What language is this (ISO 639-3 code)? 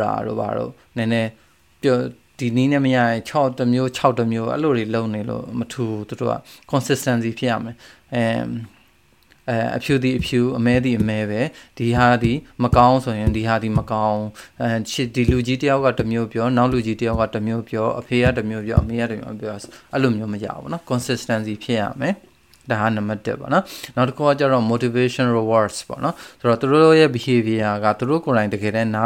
mya